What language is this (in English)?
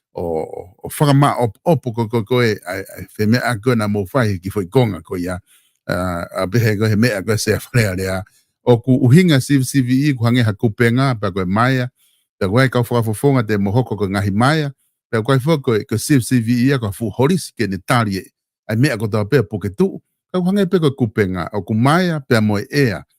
Tongan